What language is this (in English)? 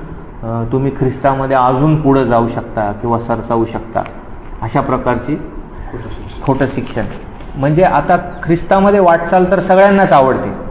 Marathi